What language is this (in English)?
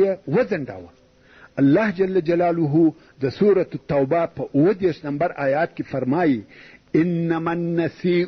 Pashto